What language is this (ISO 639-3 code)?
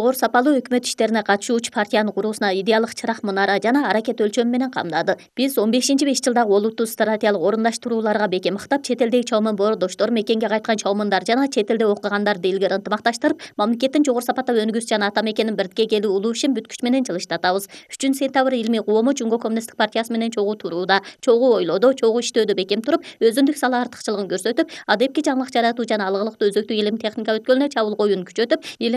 kir